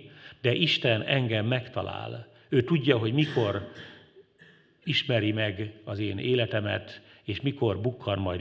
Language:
Hungarian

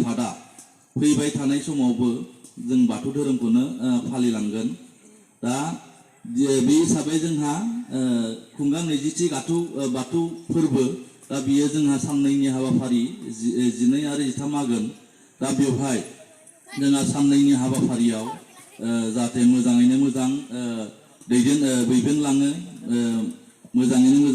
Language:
Bodo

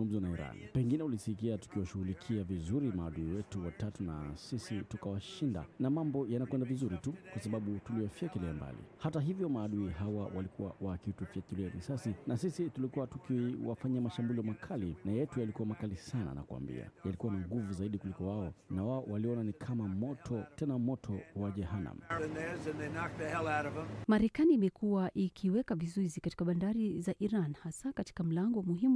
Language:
Swahili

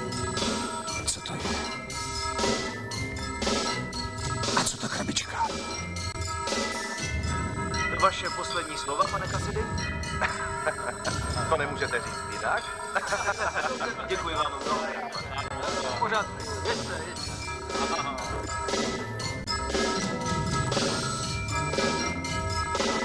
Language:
Czech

